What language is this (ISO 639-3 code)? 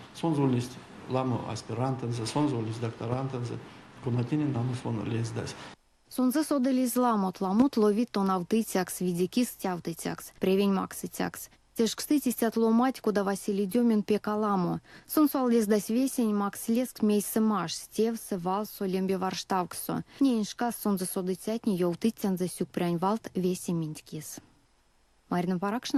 myv